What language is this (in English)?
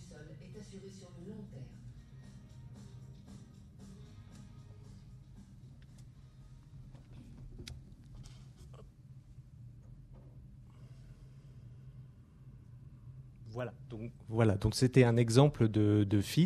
French